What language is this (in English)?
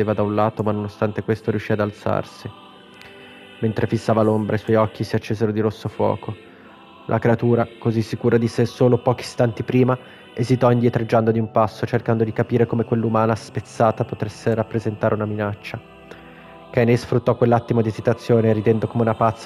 Italian